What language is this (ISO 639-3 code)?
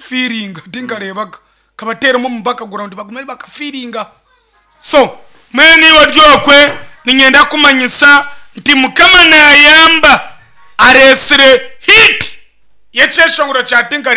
nyn